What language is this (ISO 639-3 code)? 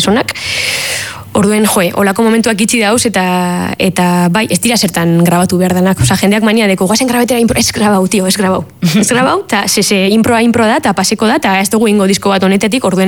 eus